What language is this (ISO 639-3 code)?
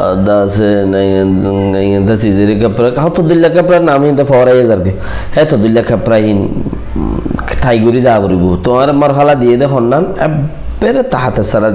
rhg